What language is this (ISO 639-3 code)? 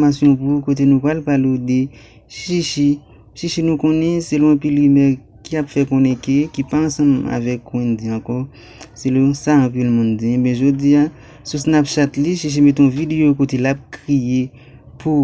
hat